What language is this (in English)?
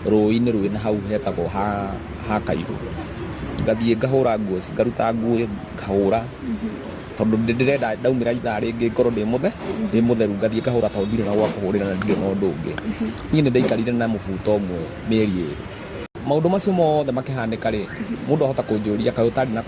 Kikuyu